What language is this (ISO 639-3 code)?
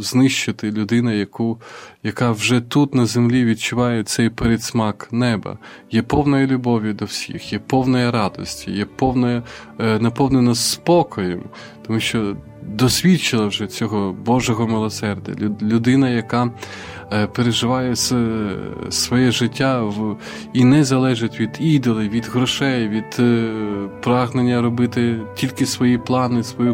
ukr